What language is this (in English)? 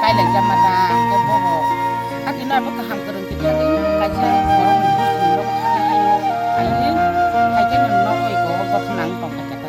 Kok Borok